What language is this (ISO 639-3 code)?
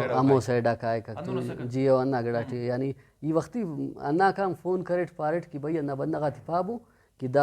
brh